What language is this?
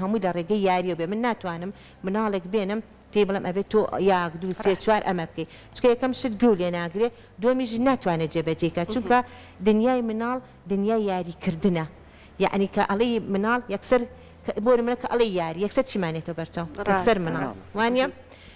Central Kurdish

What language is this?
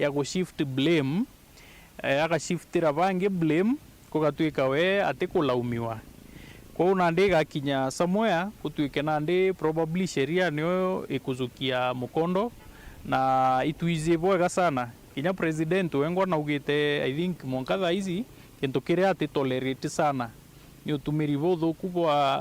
Meru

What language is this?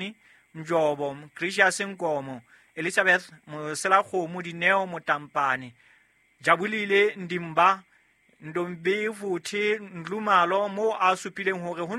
Southern Sotho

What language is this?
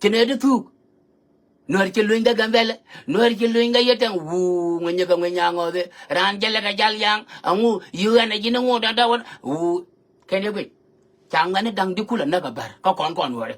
Nuer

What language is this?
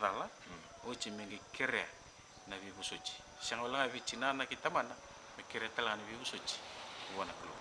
Fijian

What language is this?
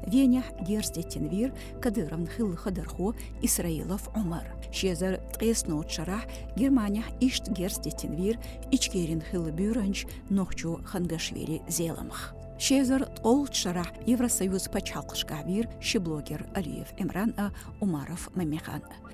Chechen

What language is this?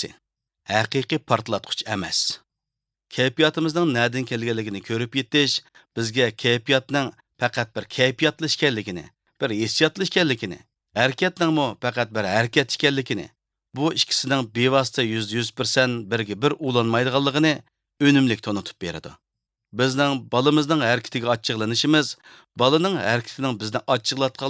Uyghur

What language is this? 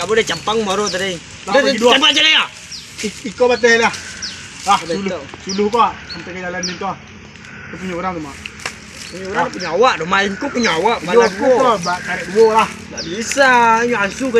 Minangkabau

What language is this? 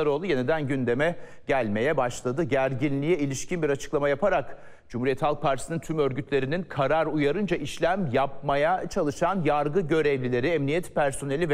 Turkish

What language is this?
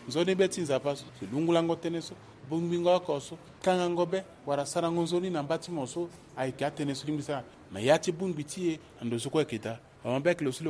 Sango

